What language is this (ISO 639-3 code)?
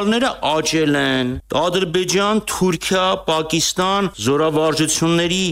hye